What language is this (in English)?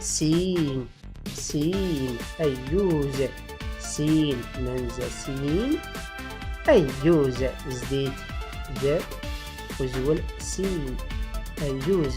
Tachelhit